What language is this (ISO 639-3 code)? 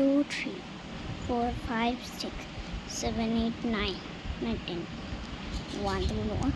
sat